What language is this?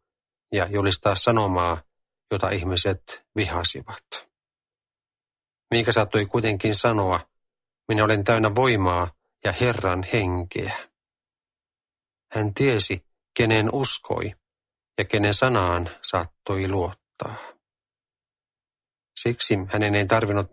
Finnish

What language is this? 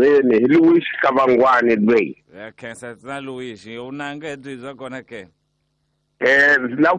Tsonga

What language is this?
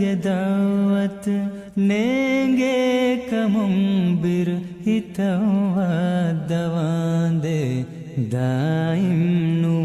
Divehi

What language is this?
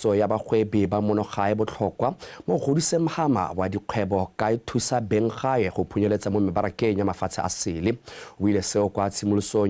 Tswana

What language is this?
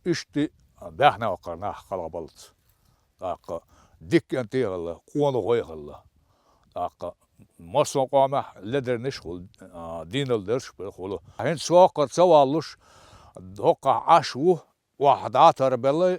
Chechen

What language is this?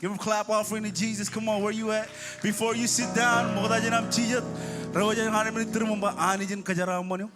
Marshallese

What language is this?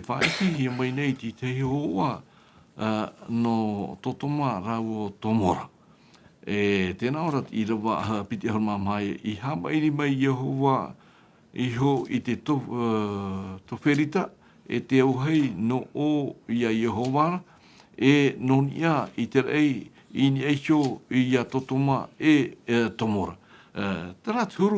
Tahitian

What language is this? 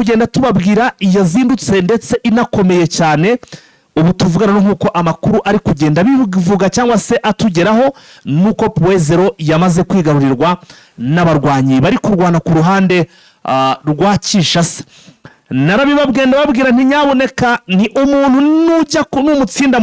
Kinyarwanda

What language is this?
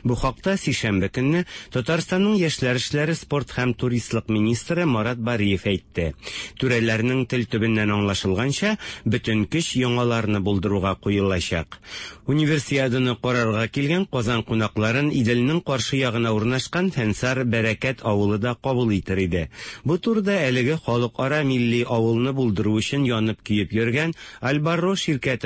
Tatar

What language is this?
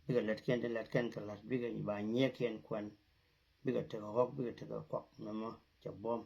Nuer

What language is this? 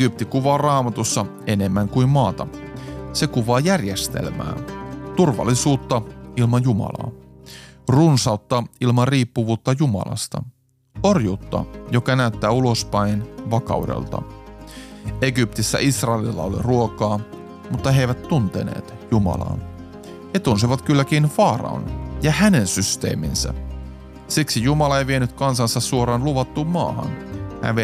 Finnish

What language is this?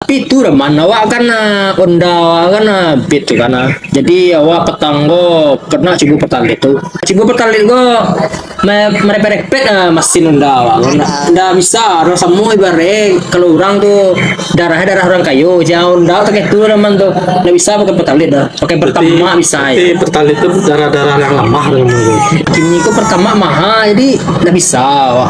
Minangkabau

